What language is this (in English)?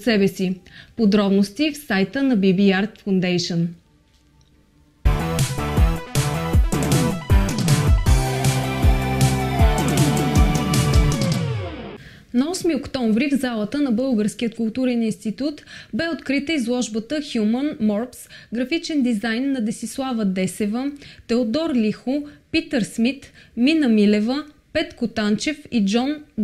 Bulgarian